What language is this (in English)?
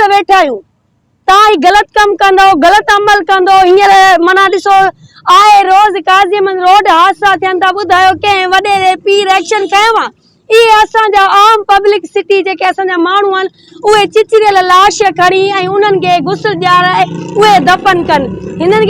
Sindhi